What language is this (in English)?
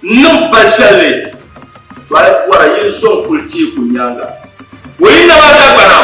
Dagbani